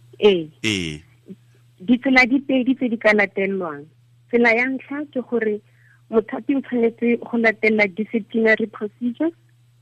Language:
Tswana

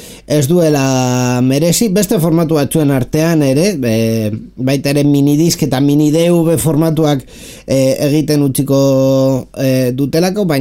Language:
Basque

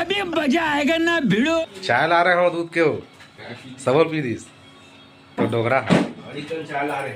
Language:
Chhattisgarhi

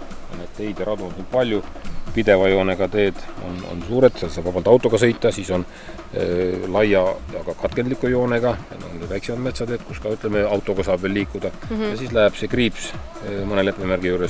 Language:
Estonian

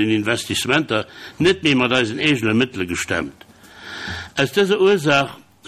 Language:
Luxembourgish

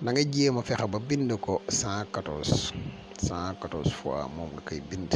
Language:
Wolof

